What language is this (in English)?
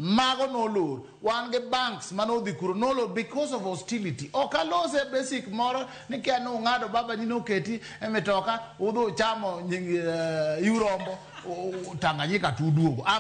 Luo (Kenya and Tanzania)